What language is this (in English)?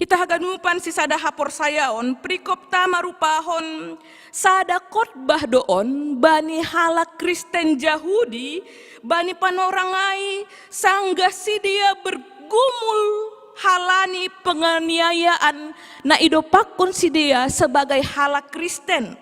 Batak Simalungun